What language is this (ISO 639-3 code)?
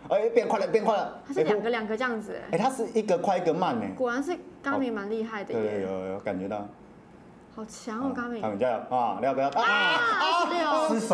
zho